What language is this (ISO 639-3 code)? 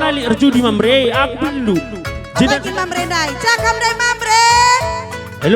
btx